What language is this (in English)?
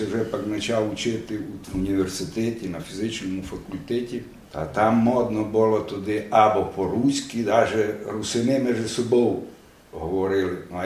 Rusyn